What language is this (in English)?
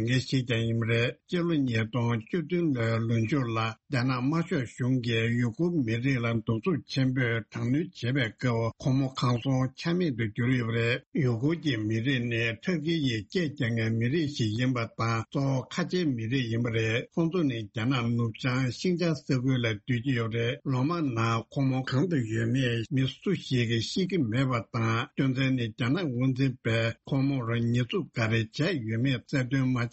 Tibetan